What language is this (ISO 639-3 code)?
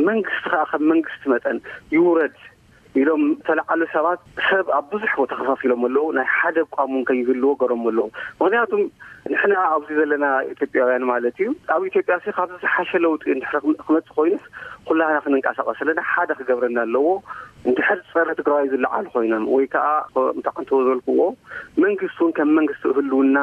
tir